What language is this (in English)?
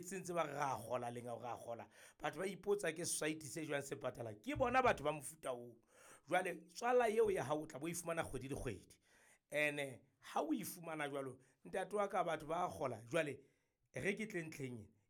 Southern Sotho